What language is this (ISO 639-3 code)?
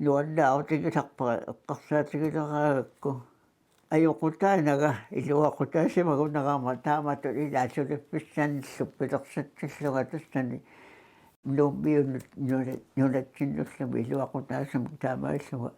kal